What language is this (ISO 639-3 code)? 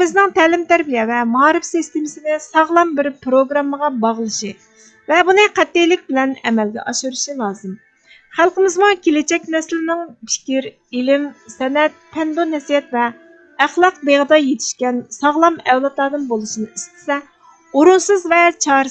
uig